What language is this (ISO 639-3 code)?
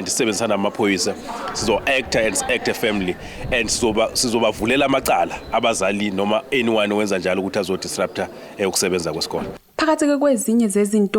zul